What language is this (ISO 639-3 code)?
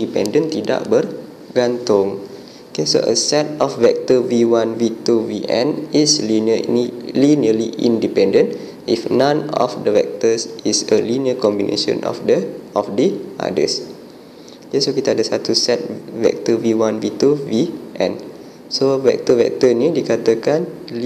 msa